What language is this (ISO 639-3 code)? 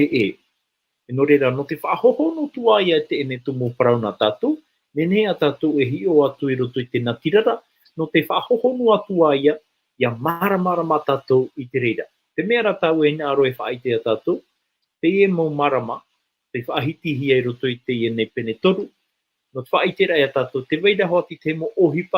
tah